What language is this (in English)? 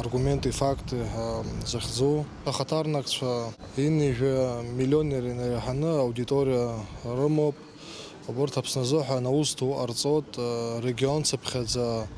Abkhazian